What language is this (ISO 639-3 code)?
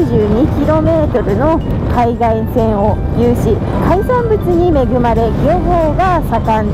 jpn